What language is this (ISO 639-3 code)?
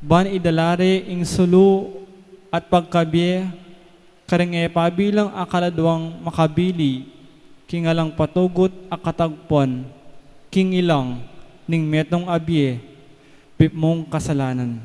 pam